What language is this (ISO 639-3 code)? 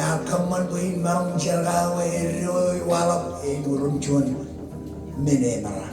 mah